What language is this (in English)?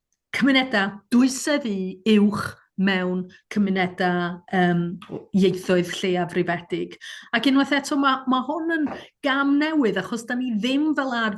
Welsh